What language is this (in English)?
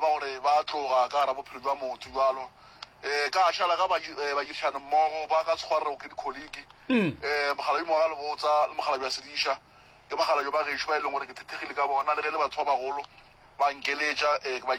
Northern Sotho